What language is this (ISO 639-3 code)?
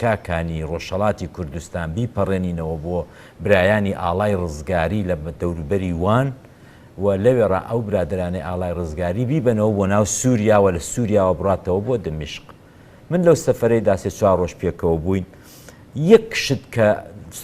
ckb